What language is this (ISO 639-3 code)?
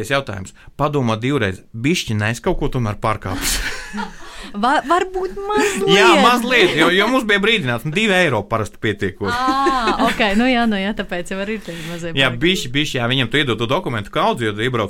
lav